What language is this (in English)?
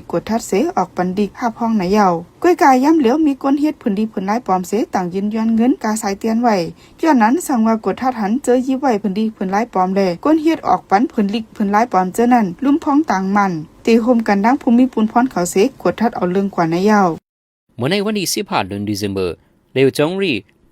Shan